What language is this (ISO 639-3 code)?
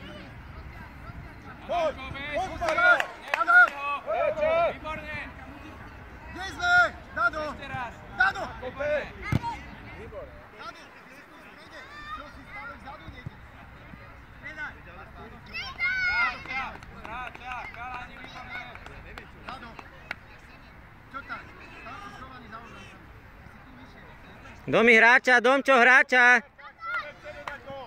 slk